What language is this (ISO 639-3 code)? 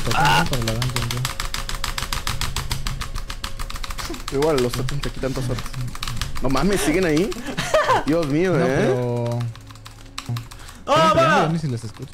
spa